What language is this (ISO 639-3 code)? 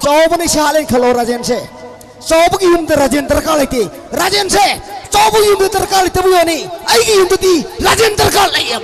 mni